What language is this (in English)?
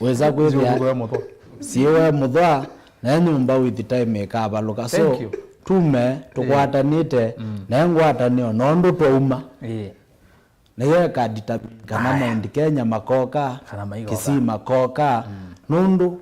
Kamba